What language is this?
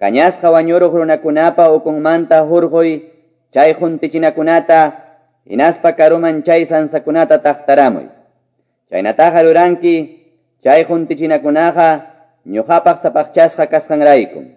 Quechua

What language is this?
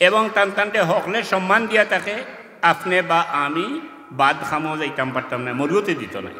Sylheti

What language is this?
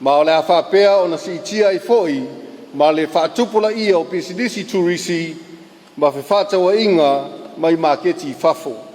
Samoan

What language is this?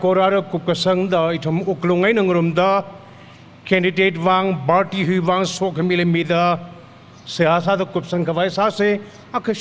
Tangkhul Naga (India)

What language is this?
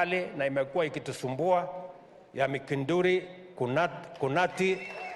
Meru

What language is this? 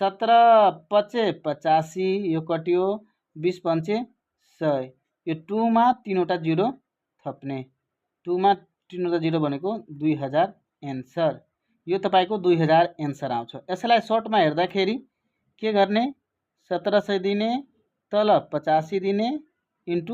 Nepali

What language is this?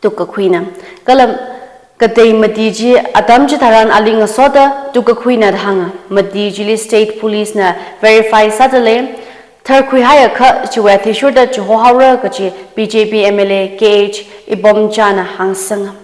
Tangkhul Naga (India)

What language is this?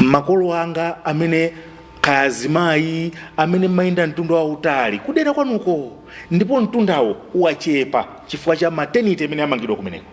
Nyanja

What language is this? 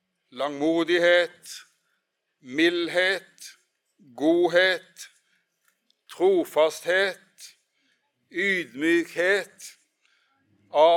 Norwegian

